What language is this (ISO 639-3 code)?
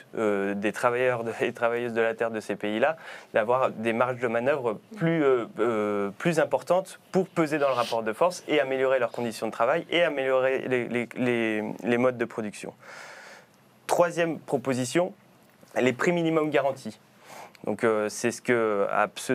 fra